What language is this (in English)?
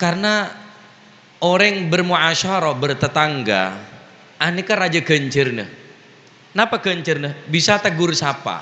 Madurese